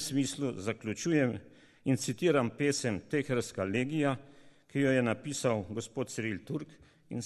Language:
Slovenian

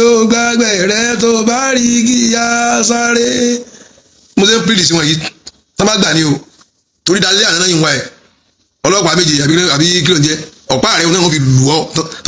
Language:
Yoruba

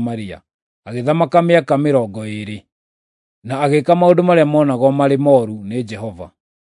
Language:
Kikuyu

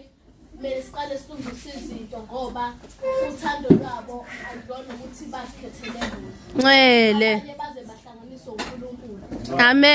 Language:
Zulu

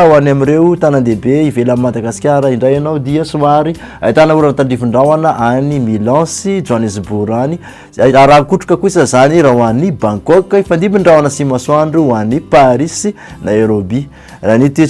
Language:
Malagasy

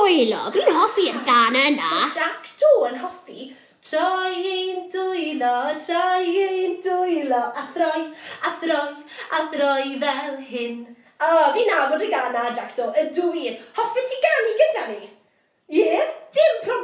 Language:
Welsh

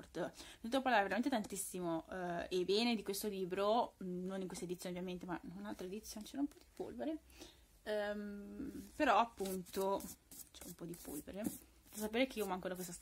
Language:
Italian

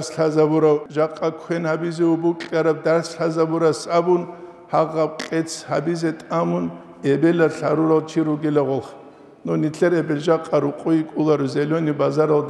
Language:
Avaric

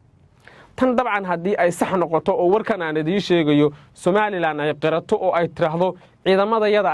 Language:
Somali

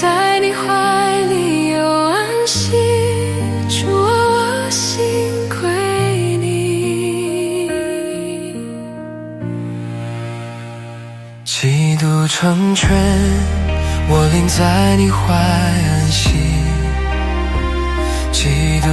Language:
Chinese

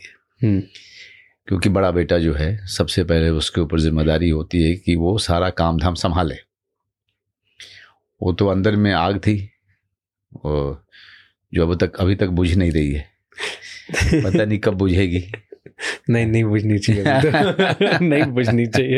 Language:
Hindi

